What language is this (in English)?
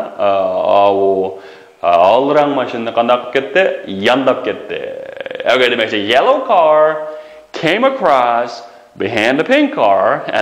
Uyghur